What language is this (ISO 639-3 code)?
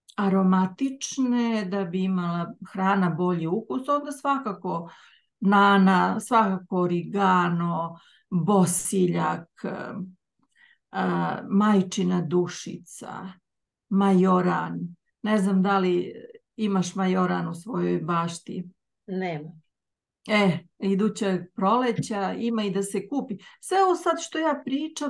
srp